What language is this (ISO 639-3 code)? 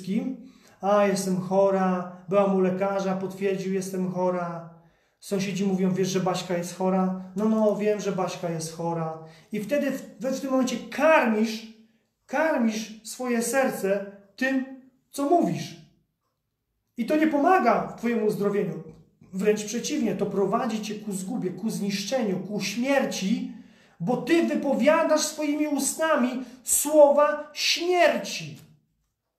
pol